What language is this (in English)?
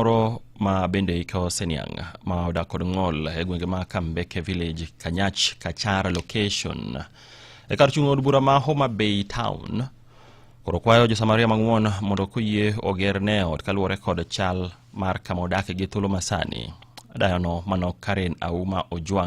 Luo (Kenya and Tanzania)